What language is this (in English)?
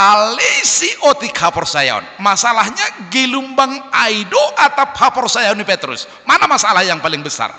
Batak Simalungun